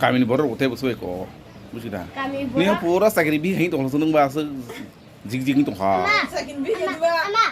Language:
Kok Borok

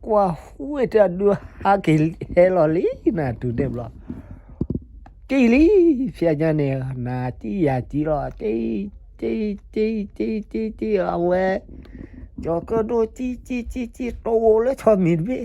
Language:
S'gaw Karen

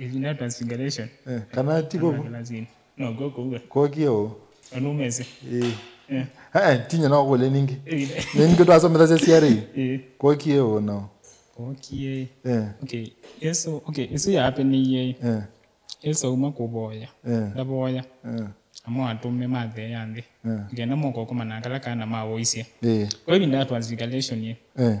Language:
Kamba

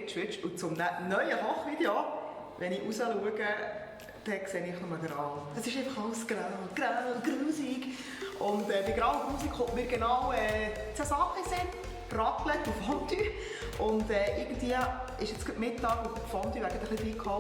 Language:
Swiss German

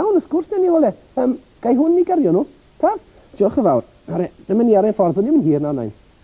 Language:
Welsh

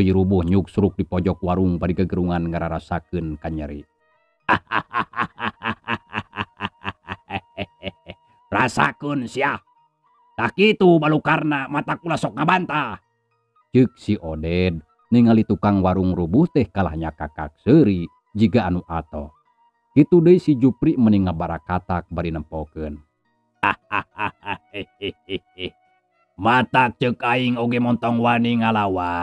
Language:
Sundanese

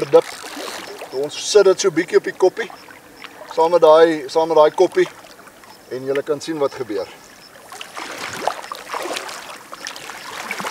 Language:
Afrikaans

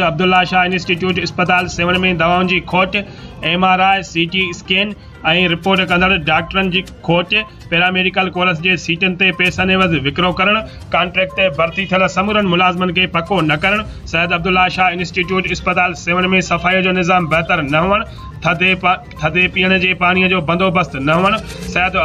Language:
Sindhi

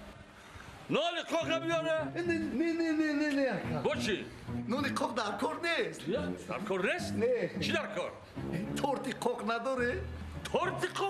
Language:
Tajik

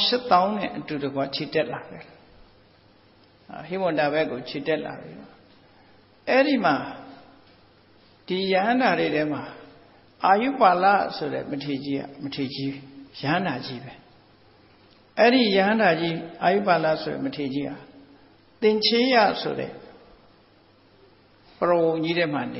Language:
Burmese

